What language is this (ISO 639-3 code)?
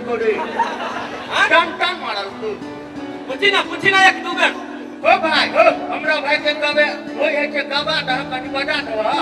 mai